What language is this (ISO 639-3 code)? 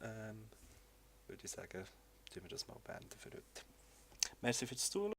gsw